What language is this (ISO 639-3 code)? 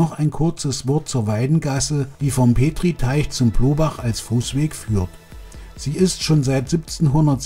deu